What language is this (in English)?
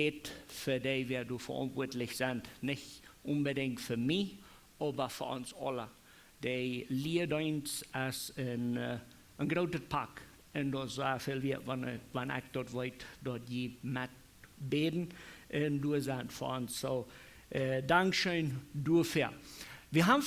Plautdietsch